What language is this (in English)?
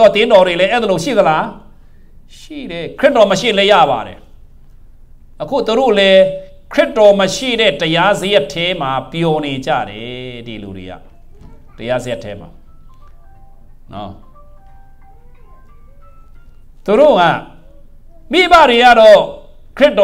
Burmese